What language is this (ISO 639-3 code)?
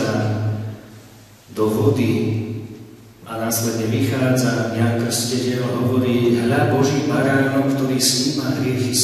slk